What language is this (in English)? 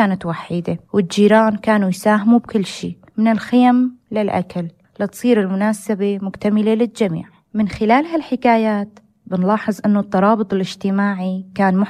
North Levantine Arabic